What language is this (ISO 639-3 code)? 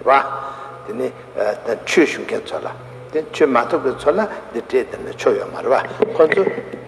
bod